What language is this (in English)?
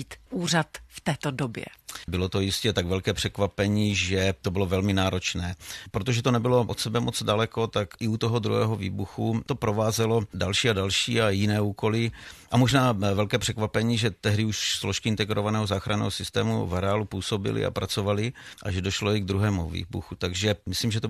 Czech